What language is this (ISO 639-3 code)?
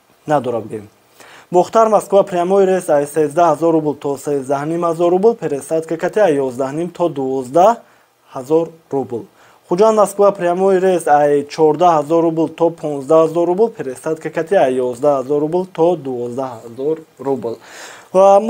tgk